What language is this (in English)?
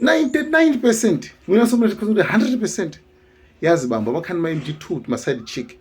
Nyanja